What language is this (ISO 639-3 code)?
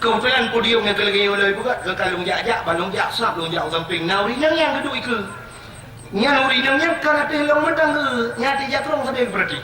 ace